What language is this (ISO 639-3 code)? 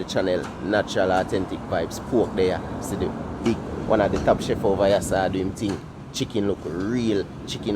jam